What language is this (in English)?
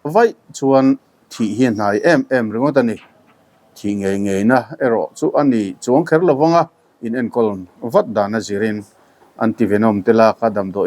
Mizo